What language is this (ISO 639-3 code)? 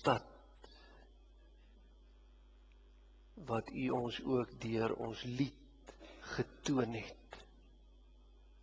afr